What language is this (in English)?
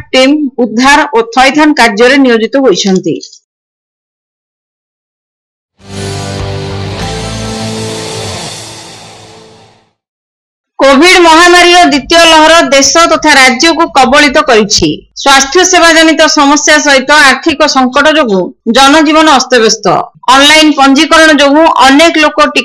Odia